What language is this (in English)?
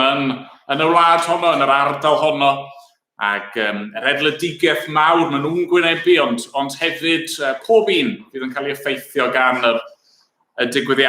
Welsh